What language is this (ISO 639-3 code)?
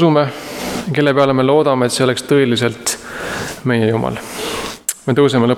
est